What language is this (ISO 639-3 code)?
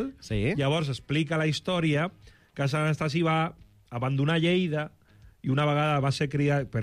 cat